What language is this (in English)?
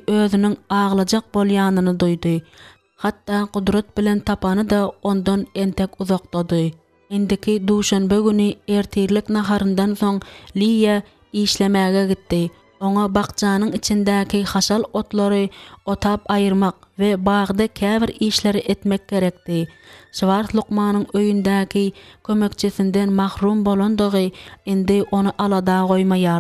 Turkmen